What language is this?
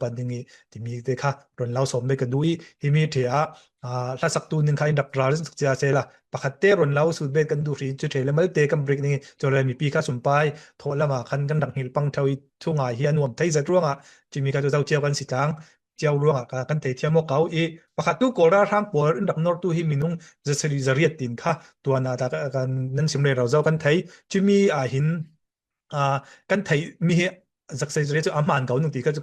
Falam Chin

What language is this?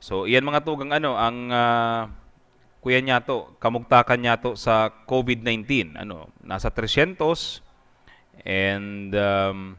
Bikol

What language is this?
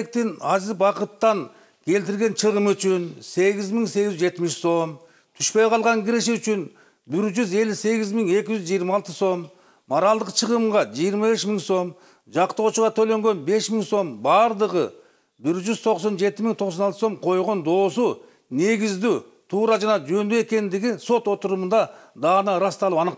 Kyrgyz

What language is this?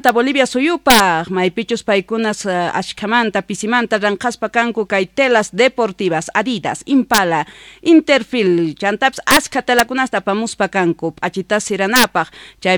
South Bolivian Quechua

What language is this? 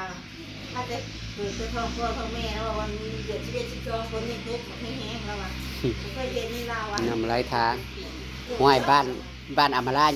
Northeastern Thai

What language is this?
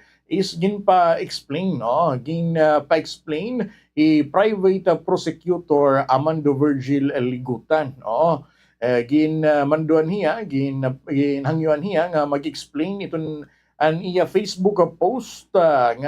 Waray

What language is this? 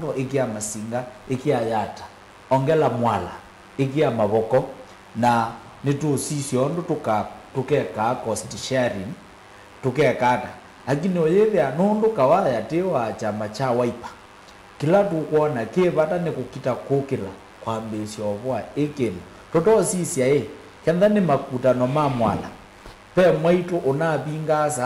Kamba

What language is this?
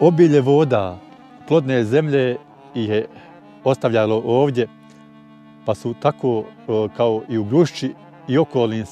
Bosnian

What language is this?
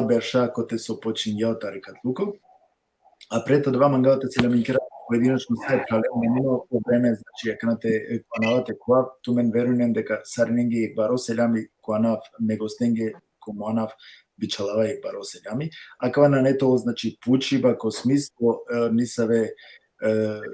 Balkan Romani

